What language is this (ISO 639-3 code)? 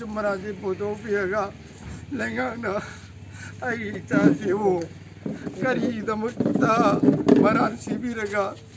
mni